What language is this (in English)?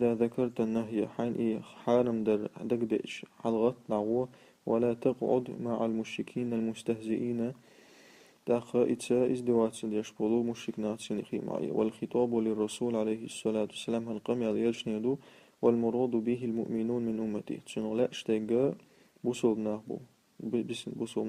Chechen